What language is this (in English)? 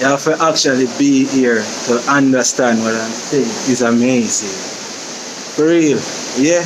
Jamaican Creole English